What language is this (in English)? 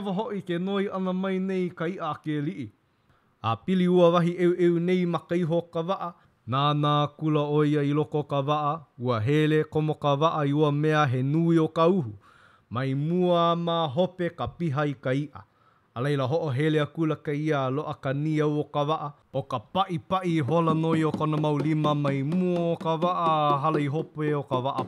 Hawaiian